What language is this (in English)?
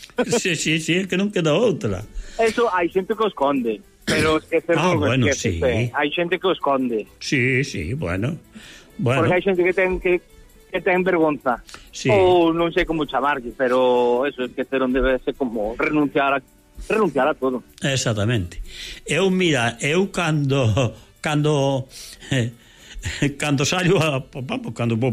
Galician